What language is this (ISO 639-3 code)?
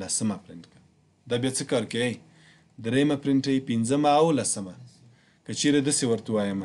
pus